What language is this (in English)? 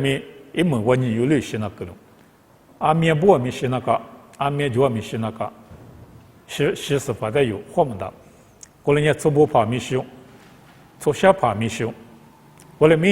Lisu